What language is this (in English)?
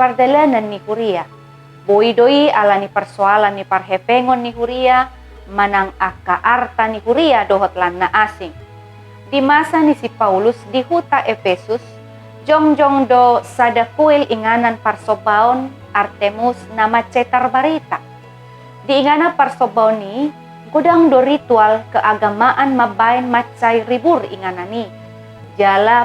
Batak Toba